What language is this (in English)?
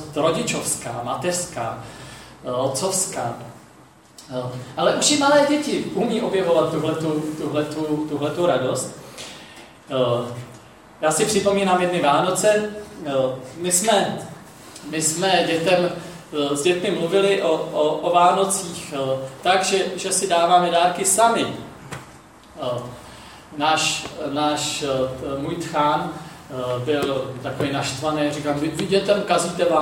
Czech